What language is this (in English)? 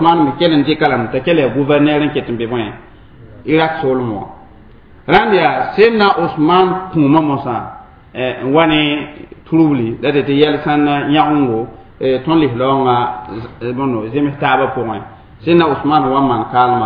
Mossi